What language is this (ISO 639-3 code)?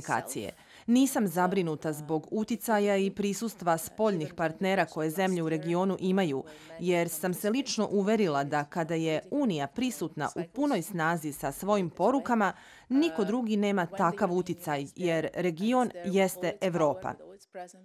srp